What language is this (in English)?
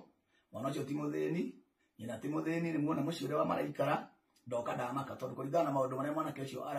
Kikuyu